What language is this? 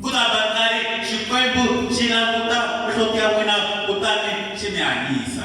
Tsonga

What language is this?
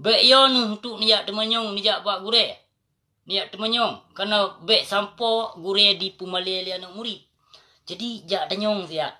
Achinese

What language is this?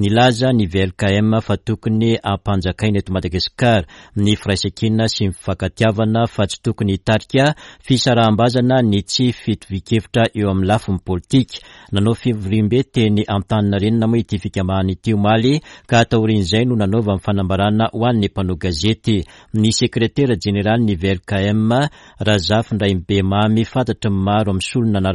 Malagasy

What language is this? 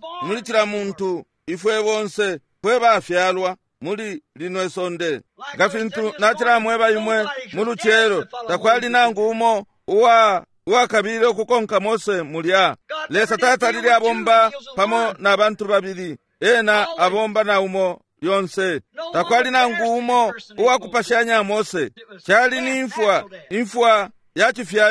Bemba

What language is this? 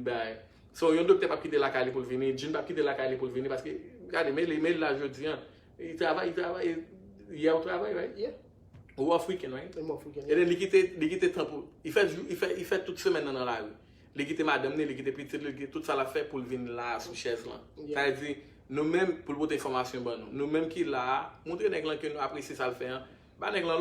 Haitian Creole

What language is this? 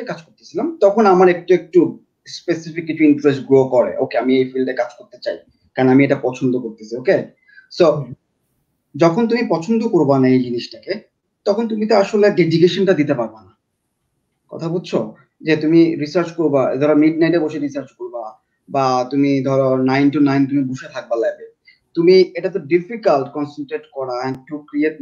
Bangla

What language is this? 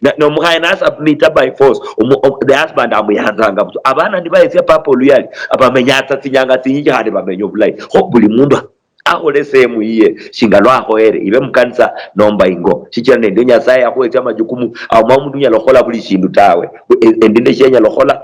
Luyia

